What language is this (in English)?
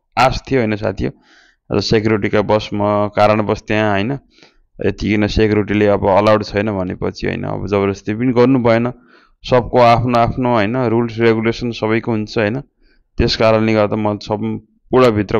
Nepali